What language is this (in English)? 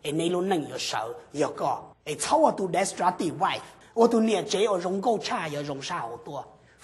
Hmong